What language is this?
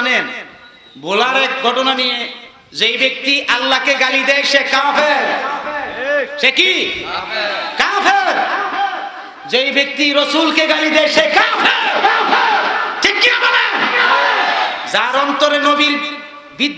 Bangla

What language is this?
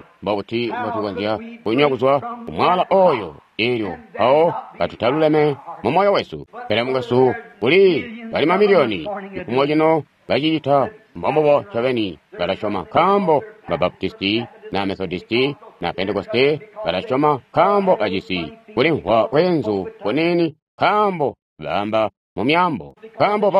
Tonga (Zambia)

